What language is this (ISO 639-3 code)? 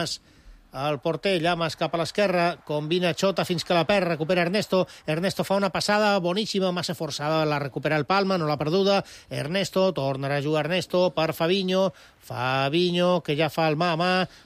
cat